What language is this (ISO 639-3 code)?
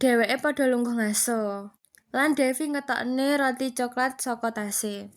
jav